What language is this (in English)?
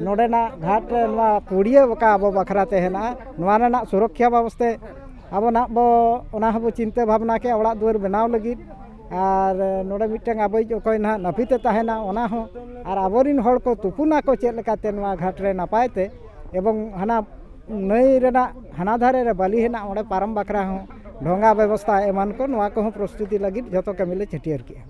Santali